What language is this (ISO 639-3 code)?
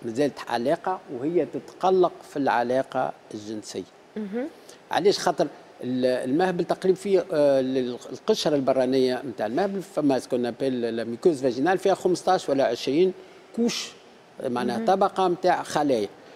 aeb